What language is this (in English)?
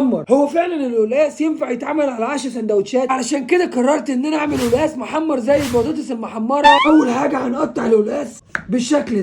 Egyptian Arabic